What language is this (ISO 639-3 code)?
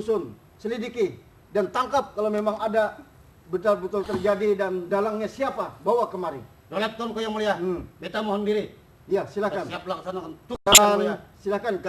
bjn